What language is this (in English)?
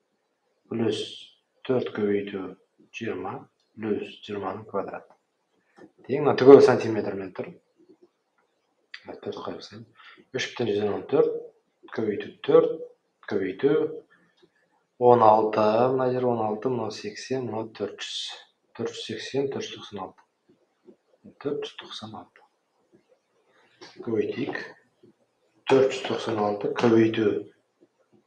Kazakh